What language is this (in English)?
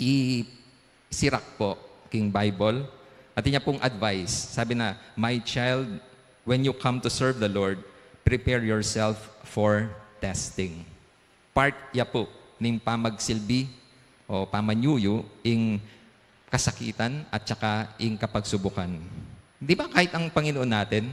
Pampanga